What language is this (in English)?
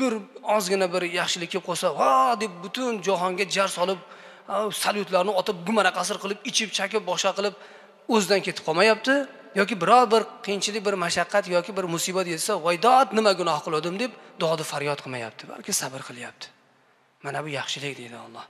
Uzbek